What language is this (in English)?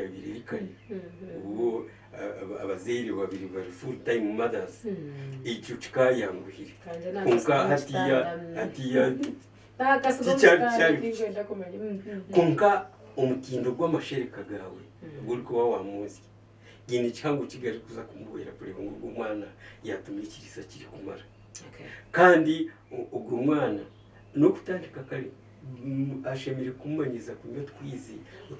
Nyankole